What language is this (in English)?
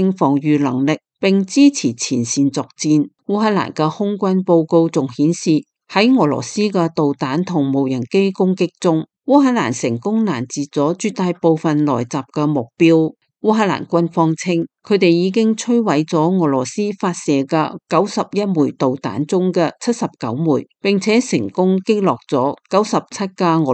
Cantonese